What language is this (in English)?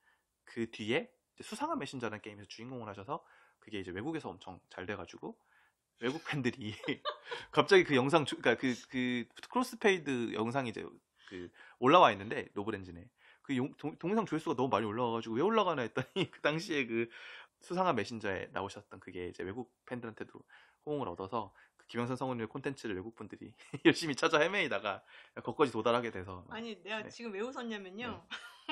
Korean